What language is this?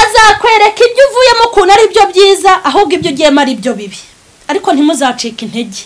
Kinyarwanda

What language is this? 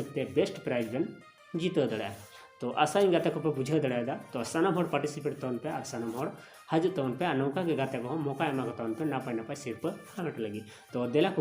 Santali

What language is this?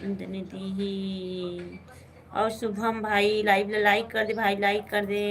Chhattisgarhi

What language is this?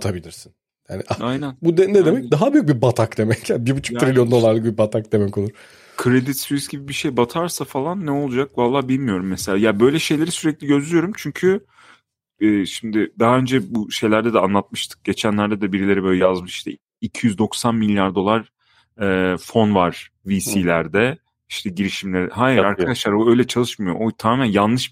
Turkish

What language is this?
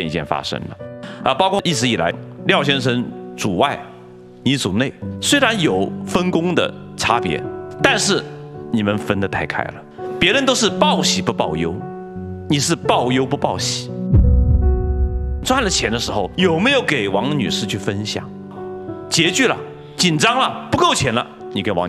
Chinese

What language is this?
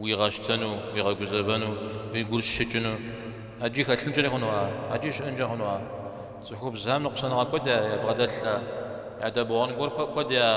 Kabardian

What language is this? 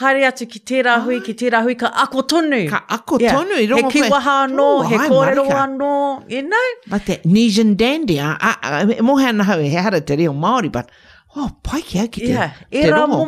Māori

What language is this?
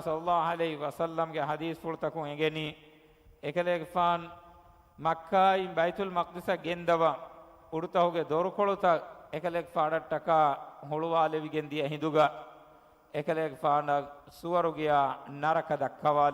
Divehi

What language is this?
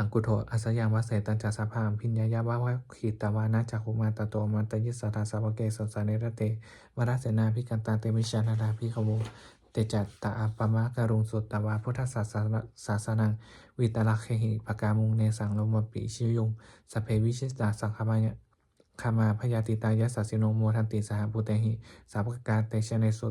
Pali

